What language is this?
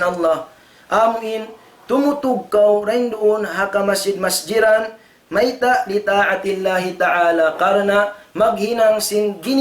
Tausug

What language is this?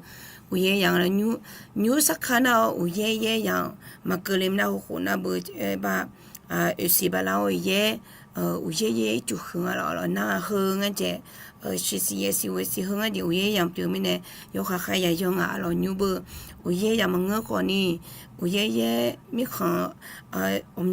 Akha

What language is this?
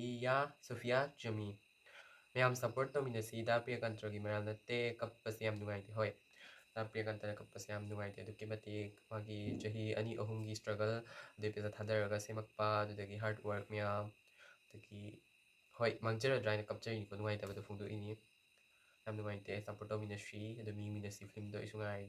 Manipuri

